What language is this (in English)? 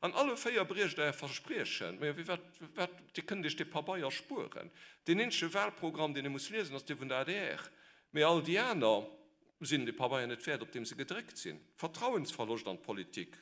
Luxembourgish